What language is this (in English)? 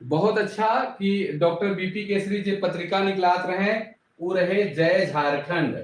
Sadri